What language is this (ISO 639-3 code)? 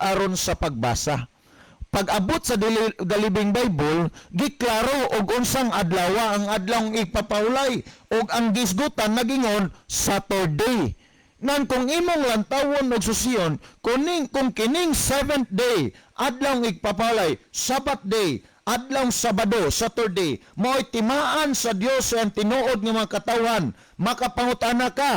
ceb